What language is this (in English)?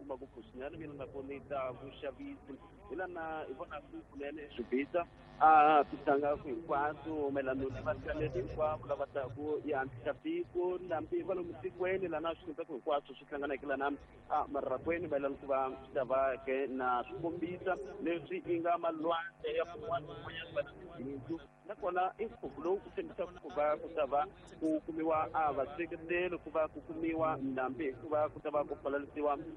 Tsonga